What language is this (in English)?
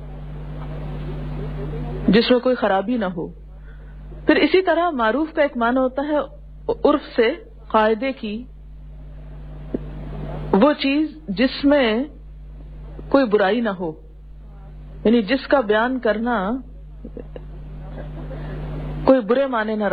Urdu